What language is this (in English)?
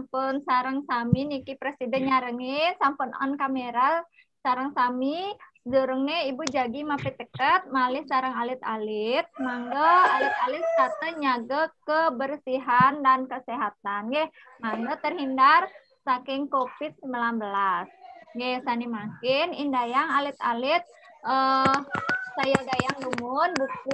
Balinese